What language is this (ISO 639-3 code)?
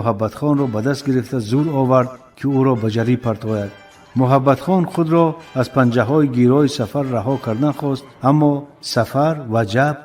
tgk